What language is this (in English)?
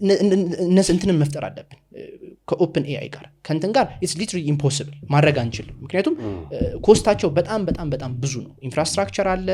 Amharic